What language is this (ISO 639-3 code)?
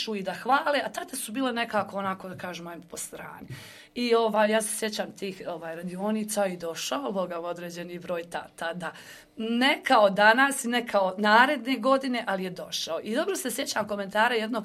hrv